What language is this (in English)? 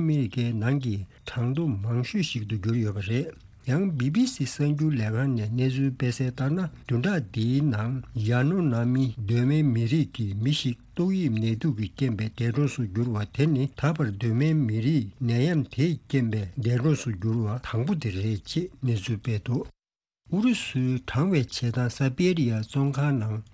Tibetan